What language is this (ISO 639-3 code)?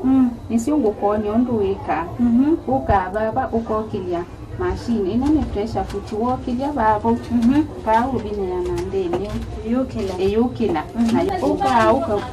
kam